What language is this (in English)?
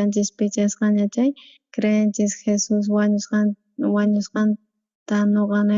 South Bolivian Quechua